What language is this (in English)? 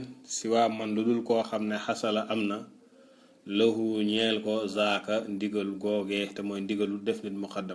Wolof